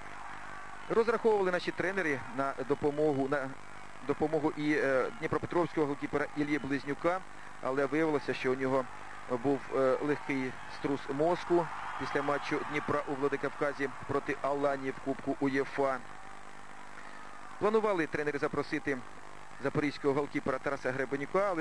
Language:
Ukrainian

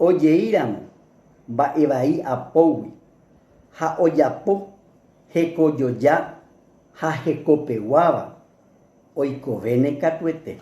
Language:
Guarani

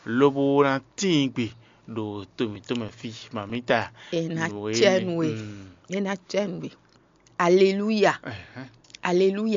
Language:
Fon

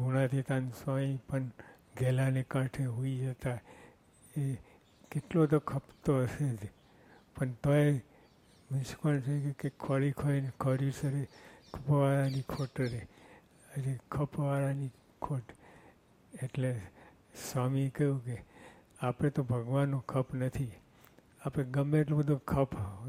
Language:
Gujarati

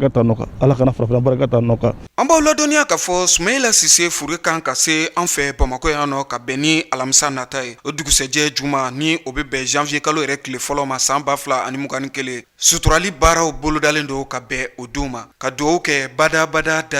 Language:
Bambara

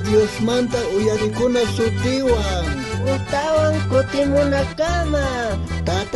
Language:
South Bolivian Quechua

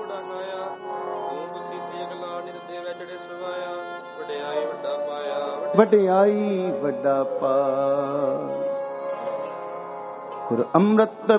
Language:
Punjabi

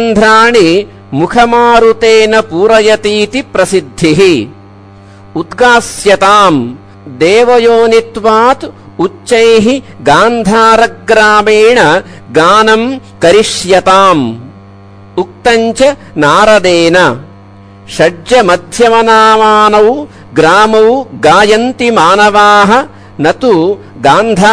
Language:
Sanskrit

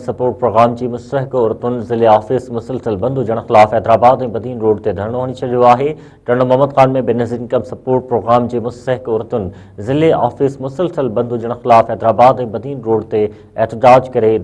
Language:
Sindhi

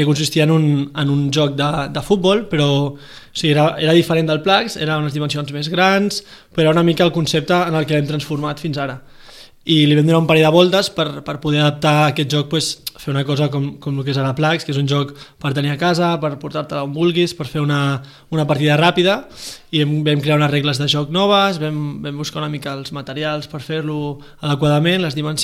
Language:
Catalan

